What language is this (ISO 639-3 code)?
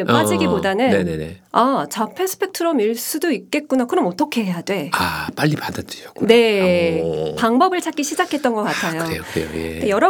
kor